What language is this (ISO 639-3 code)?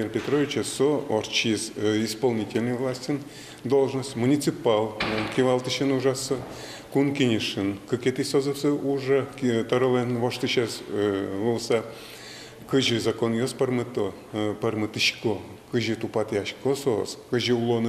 udm